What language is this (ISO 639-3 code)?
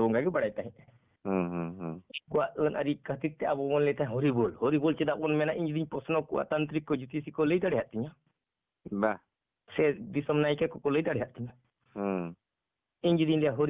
sat